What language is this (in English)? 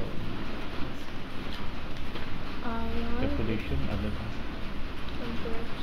Malay